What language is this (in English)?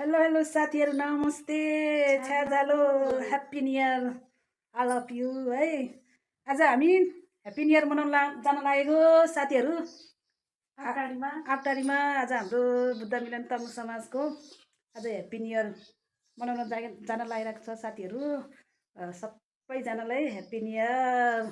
Nepali